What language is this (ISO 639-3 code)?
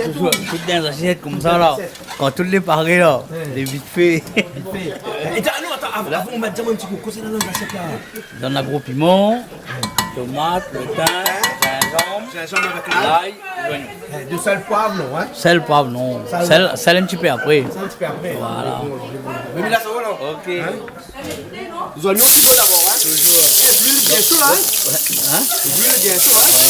rcf